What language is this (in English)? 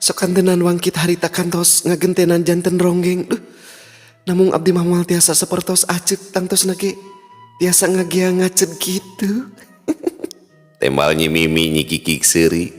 Sundanese